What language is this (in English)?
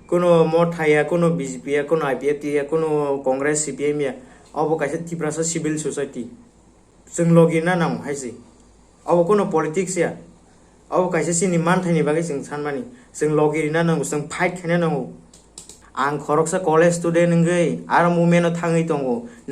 Kok Borok